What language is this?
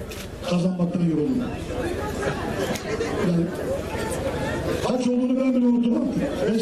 Turkish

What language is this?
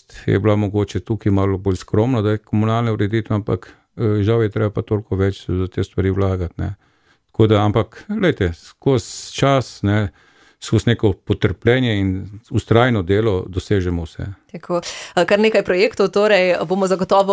Slovenian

